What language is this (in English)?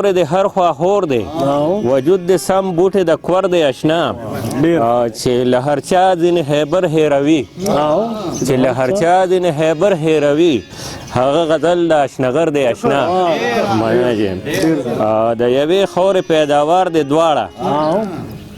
Pashto